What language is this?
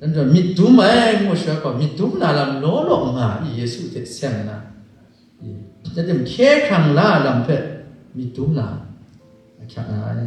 Kachin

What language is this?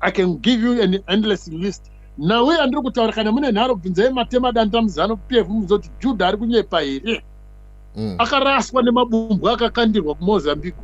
Shona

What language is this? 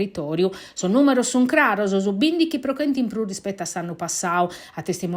Sardinian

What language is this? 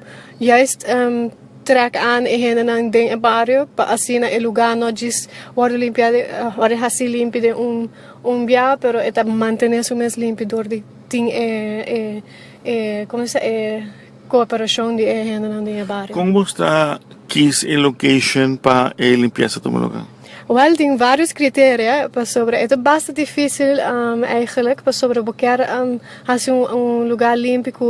Papiamento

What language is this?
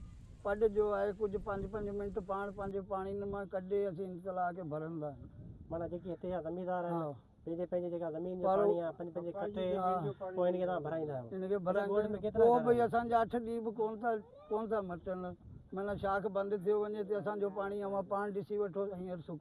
Sindhi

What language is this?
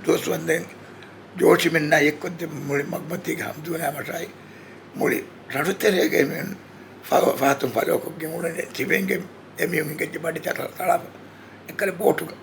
Divehi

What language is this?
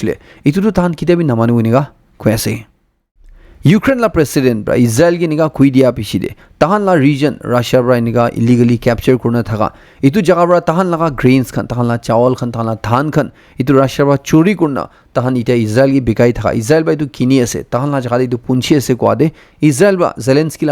Naga Pidgin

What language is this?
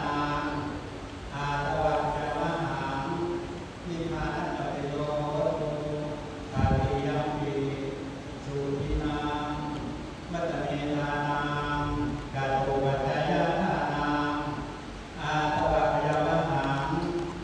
Pali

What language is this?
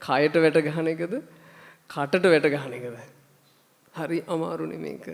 Sinhala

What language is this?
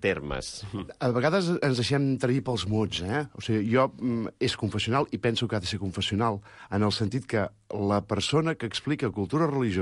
Catalan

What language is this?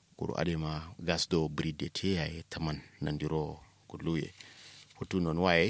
Kanuri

